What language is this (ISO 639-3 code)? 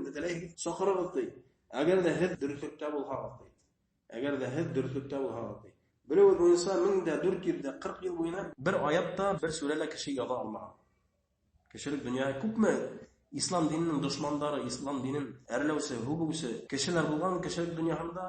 bak